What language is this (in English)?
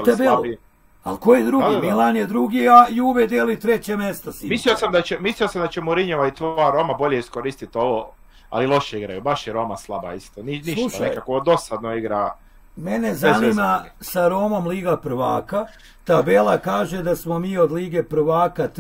Croatian